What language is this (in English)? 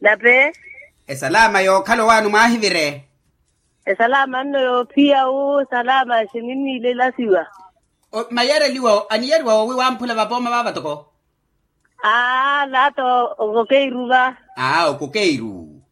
Makhuwa